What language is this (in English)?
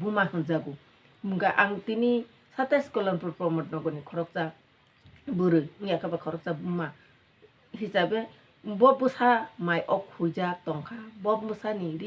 Kok Borok